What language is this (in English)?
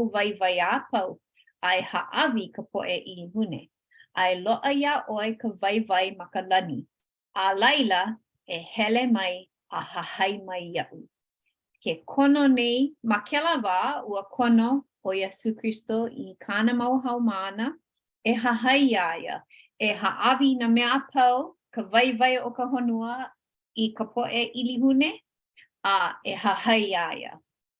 Hawaiian